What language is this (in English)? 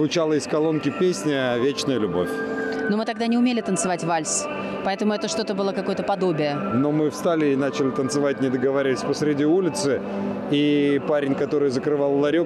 Russian